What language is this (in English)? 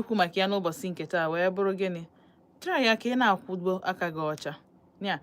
Igbo